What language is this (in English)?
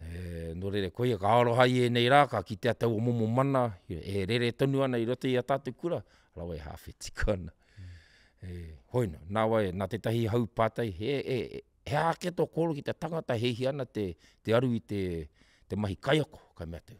Māori